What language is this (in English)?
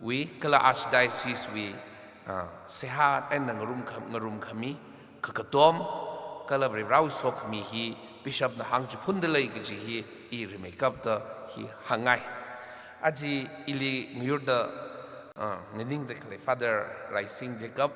Tangkhul Naga (India)